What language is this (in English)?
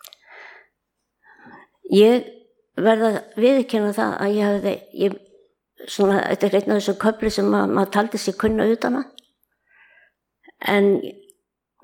Icelandic